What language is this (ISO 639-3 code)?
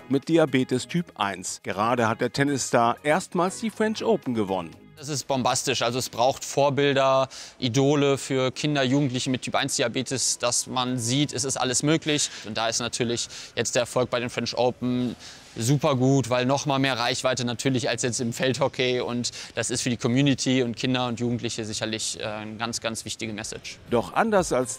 deu